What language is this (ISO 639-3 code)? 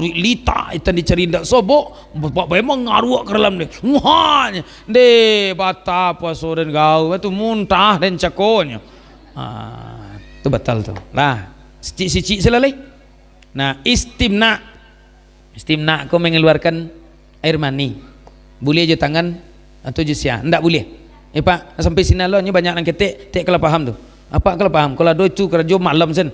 min